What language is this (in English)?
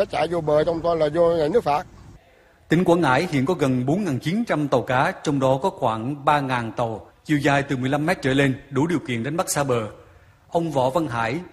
Vietnamese